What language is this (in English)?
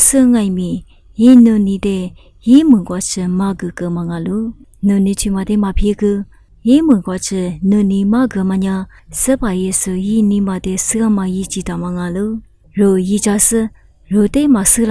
Lisu